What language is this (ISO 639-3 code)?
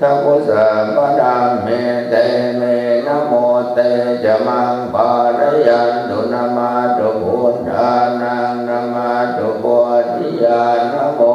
pli